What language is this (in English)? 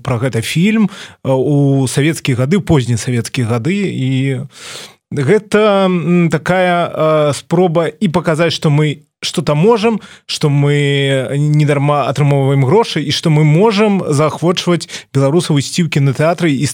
Belarusian